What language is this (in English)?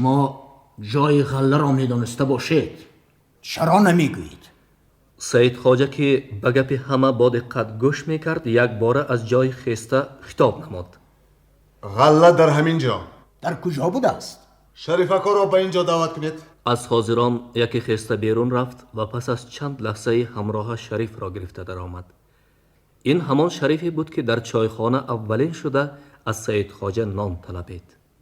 Tajik